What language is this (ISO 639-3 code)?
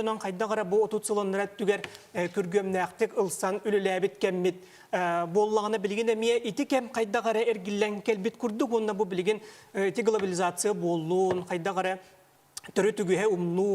sah